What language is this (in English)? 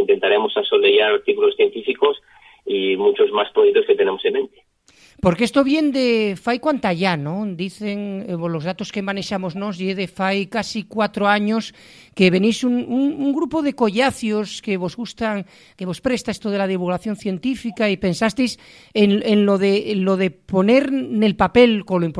Asturian